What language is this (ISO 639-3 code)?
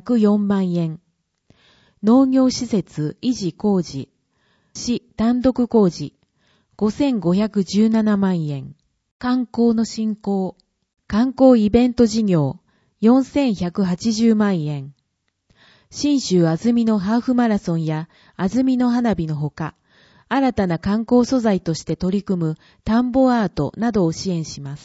jpn